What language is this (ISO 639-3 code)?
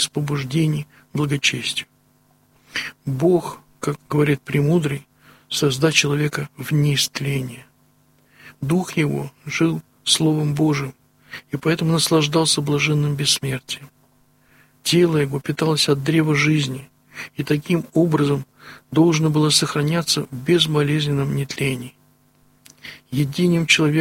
rus